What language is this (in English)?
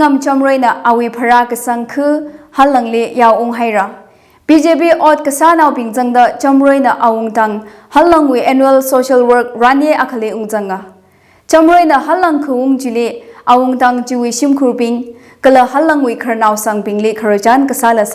Tangkhul Naga (India)